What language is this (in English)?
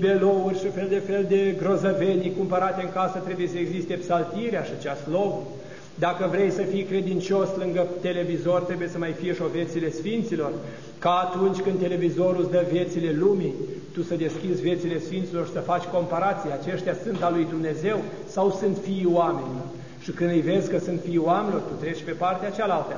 Romanian